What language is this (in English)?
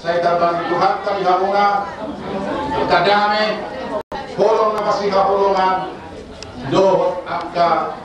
Batak Toba